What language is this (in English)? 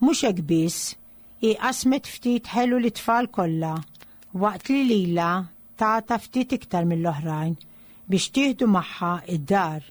Maltese